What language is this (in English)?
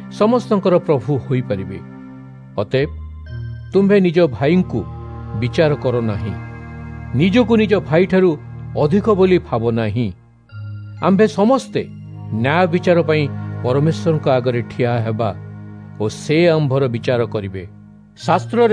Odia